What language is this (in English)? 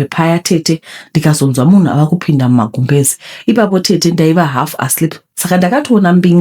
Shona